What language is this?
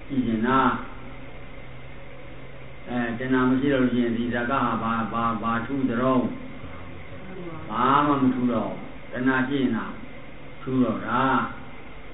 Burmese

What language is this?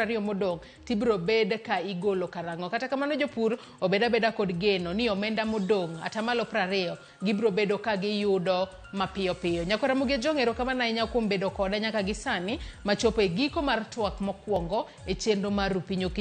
Luo (Kenya and Tanzania)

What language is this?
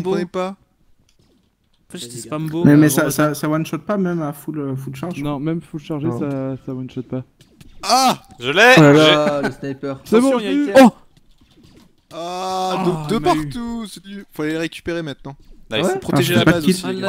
French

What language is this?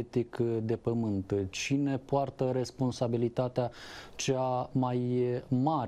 Romanian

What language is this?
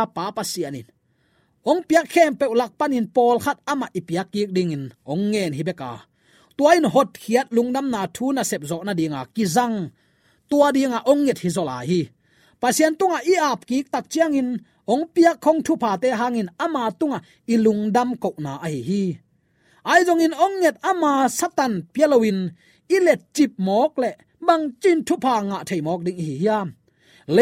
Tedim Chin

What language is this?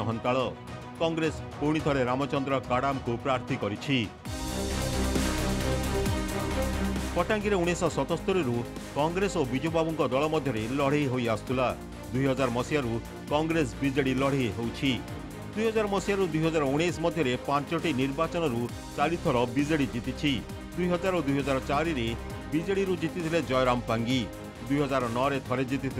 Odia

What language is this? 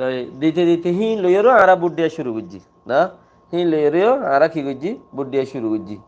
Rohingya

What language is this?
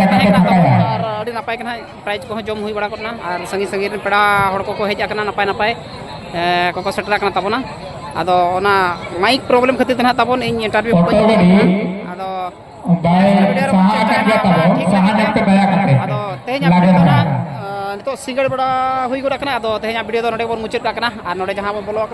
Santali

